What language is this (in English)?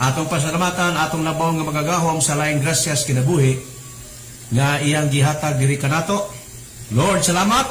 Cebuano